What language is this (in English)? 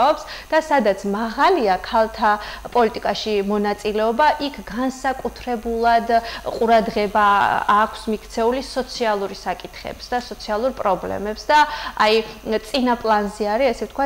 Georgian